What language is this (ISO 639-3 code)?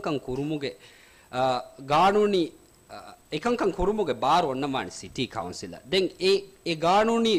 div